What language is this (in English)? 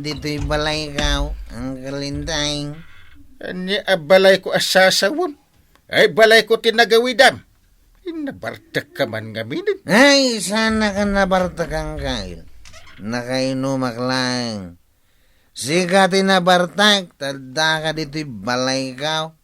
Iloko